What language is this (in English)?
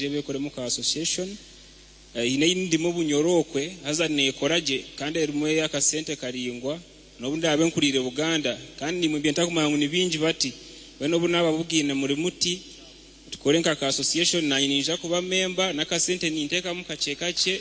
Nyankole